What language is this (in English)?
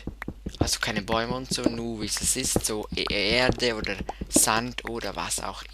Swiss German